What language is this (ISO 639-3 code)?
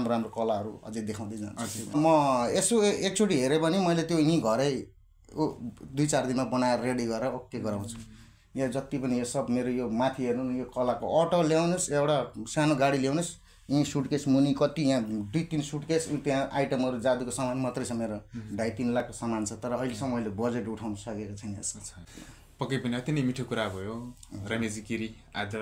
nep